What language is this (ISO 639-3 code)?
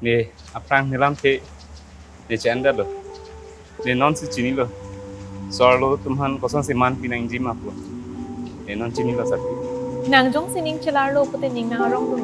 mjw